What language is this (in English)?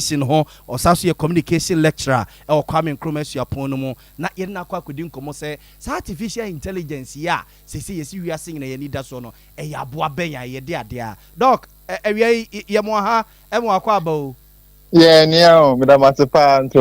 Akan